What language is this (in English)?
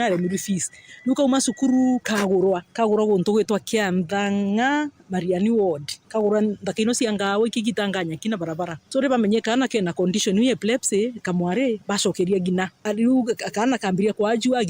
Meru